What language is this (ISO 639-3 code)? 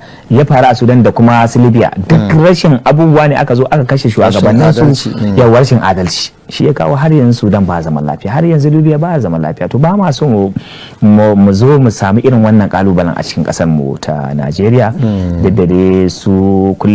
hau